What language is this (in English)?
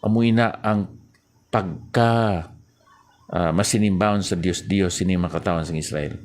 Hiligaynon